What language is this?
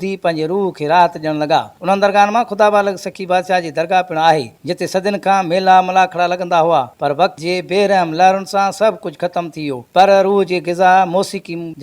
Sindhi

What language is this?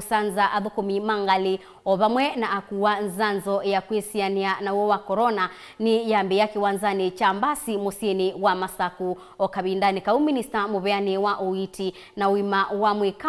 Kamba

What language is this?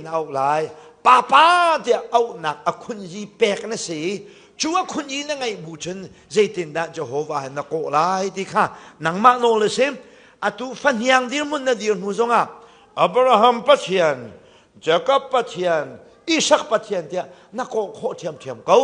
Hakha Chin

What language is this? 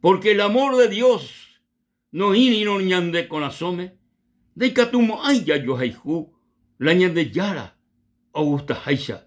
Guarani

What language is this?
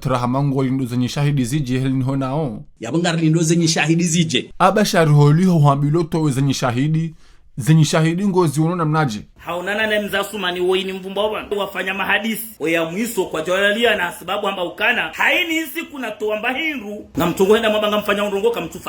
Ngazidja Comorian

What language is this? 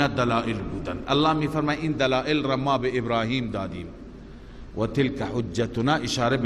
Persian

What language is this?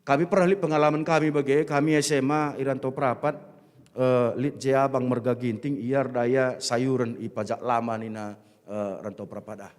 Batak Karo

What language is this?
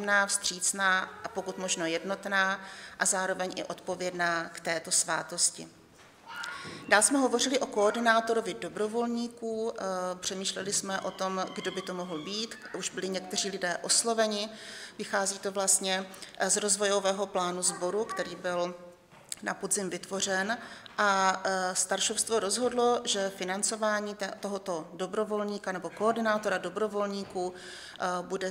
Czech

